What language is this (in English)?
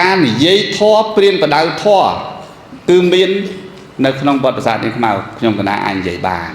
Khmer